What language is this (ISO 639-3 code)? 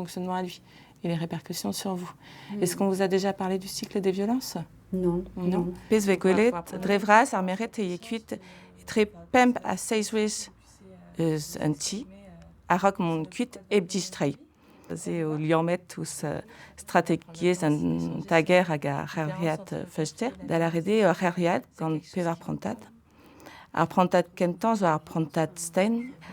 bre